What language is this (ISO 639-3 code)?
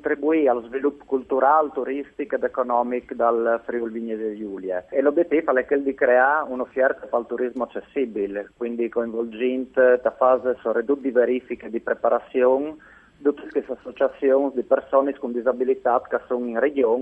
fur